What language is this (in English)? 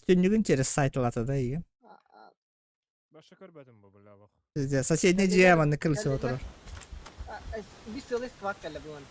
Yakut